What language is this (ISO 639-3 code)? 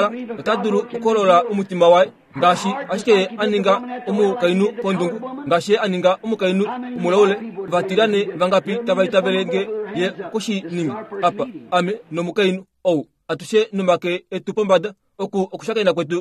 kua